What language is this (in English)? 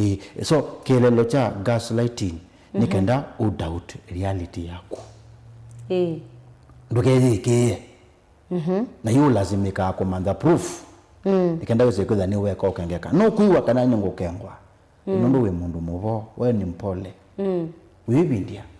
Kamba